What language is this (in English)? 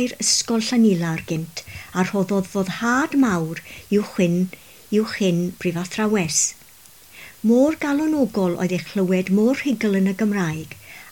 Welsh